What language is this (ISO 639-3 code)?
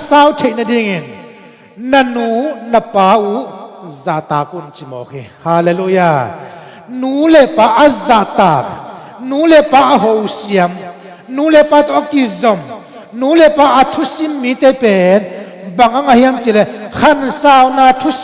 ctd